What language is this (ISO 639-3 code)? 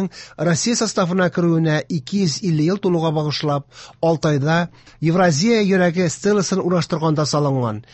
tat